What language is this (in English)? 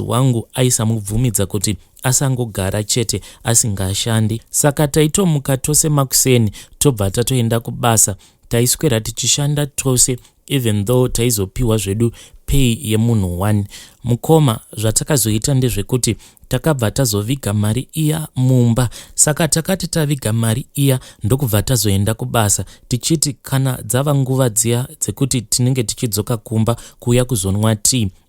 Shona